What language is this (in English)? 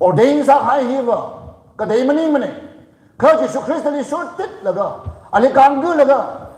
Tangkhul Naga (India)